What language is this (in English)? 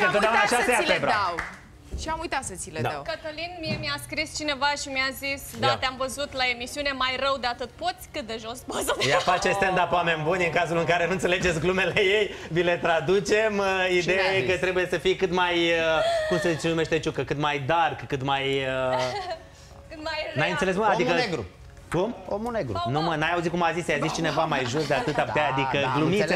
Romanian